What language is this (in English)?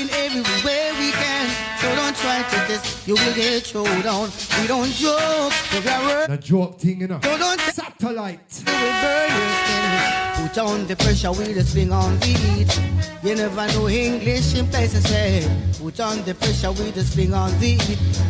Jamaican Creole English